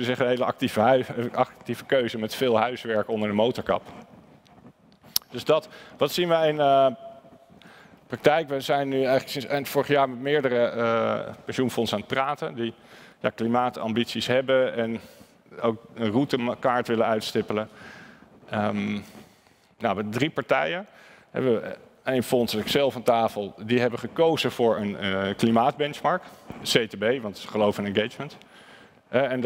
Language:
Dutch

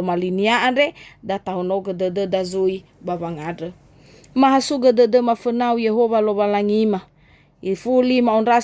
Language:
Nias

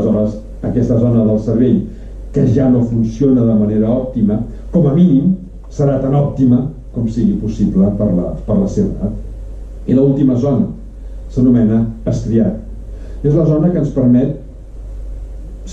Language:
Catalan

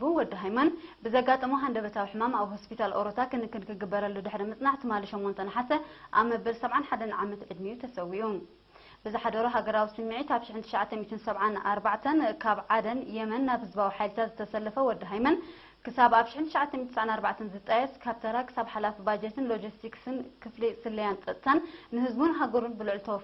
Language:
Tigrinya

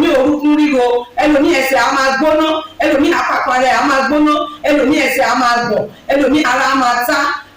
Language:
Yoruba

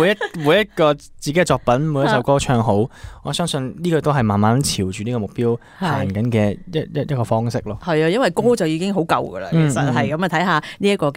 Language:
Cantonese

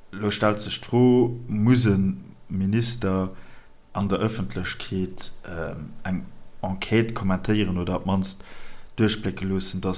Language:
Luxembourgish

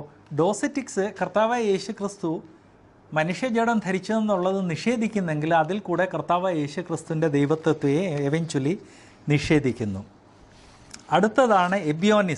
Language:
Malayalam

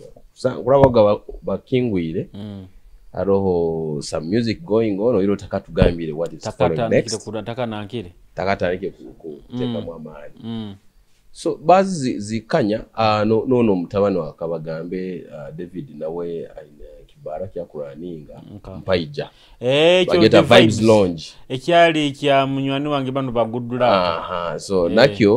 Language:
Tooro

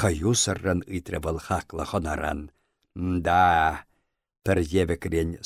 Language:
Chuvash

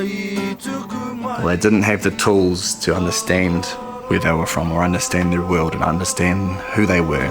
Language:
Māori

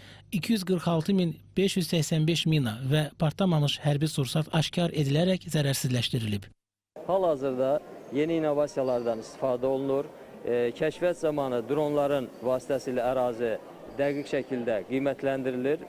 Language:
Azerbaijani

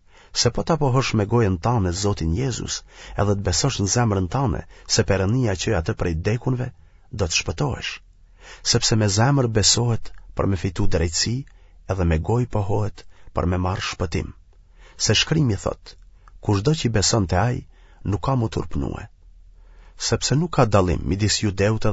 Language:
Albanian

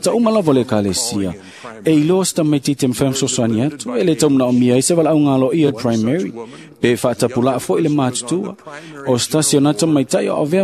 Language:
Samoan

